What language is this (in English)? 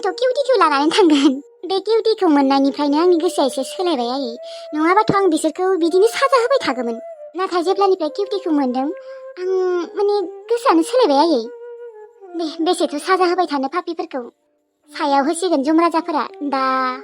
Bodo